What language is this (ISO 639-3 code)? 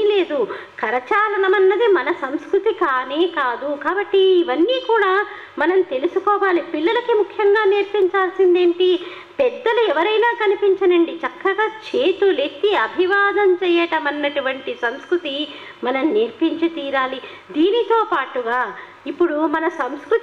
tel